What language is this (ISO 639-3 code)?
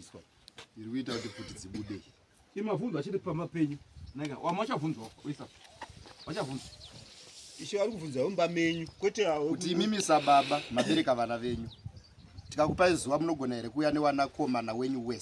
sna